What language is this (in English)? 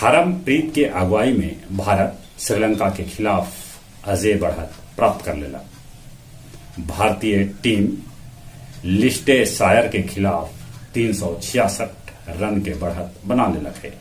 Magahi